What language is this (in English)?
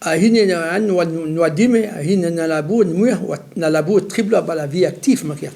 Breton